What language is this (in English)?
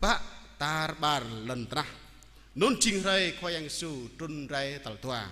Jarai